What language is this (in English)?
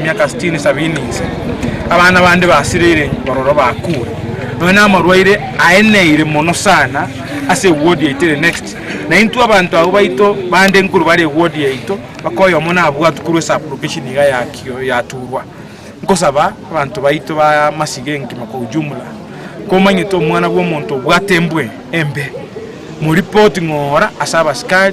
Gusii